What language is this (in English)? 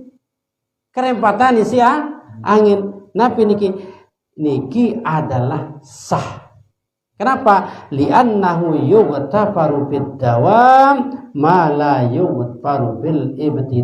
Sasak